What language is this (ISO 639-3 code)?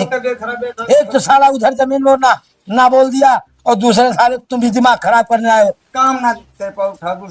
awa